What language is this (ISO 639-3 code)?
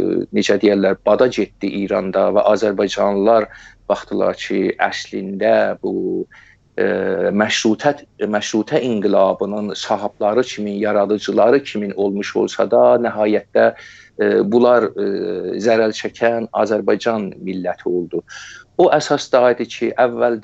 azb